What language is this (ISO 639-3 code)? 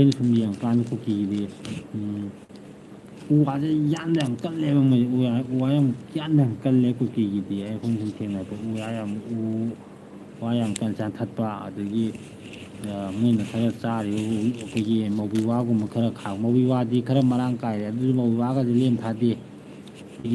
mni